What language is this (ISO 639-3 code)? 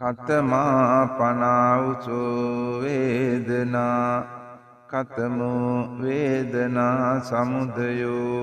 sin